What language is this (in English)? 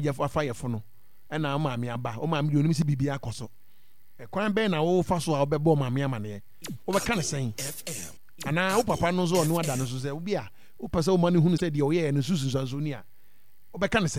Akan